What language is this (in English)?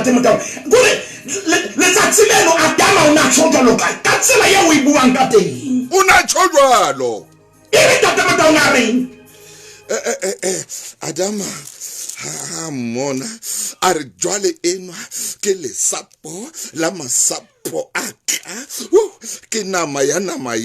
Southern Sotho